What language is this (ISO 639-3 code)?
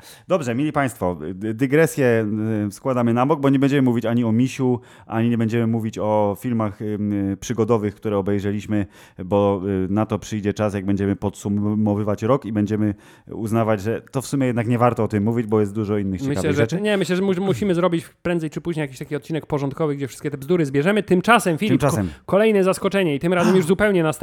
pol